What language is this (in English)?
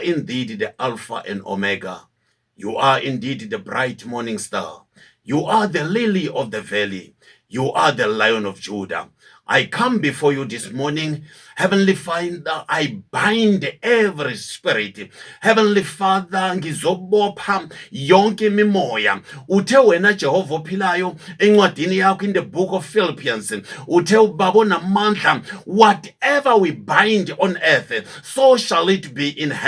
Zulu